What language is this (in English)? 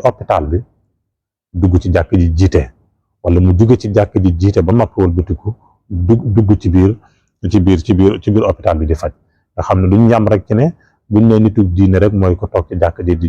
Wolof